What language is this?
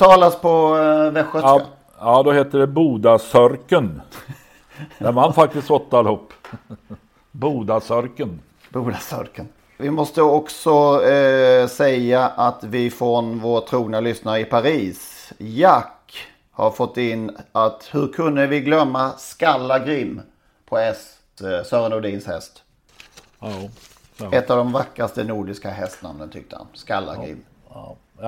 Swedish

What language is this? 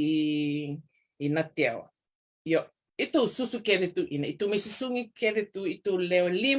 Fijian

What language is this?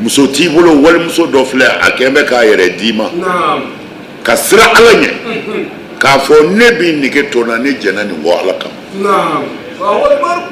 Bambara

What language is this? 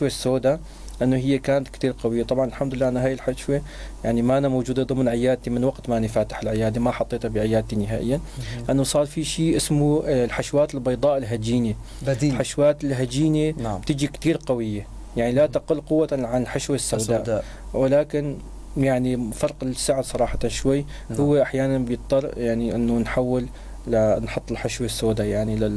North Levantine Arabic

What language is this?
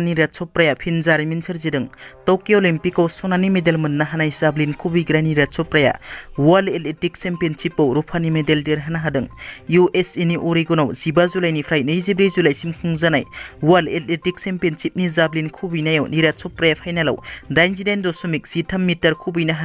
Bodo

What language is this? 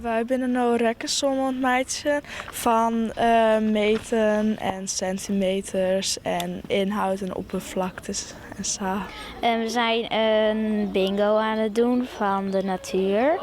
Western Frisian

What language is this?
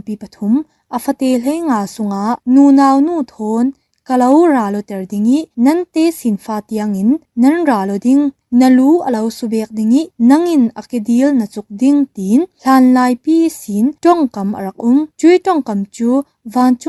Falam Chin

